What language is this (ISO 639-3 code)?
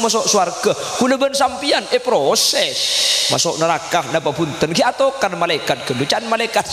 mad